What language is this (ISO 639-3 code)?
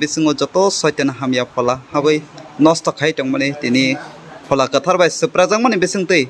trp